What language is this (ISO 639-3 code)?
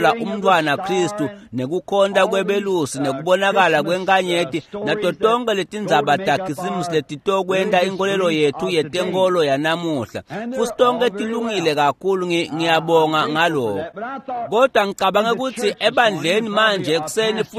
ssw